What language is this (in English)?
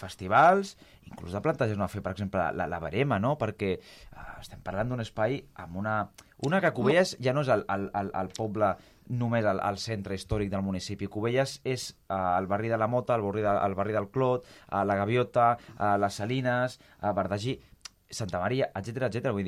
Catalan